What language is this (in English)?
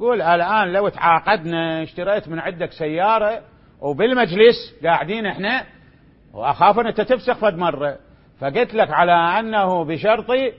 Mesopotamian Arabic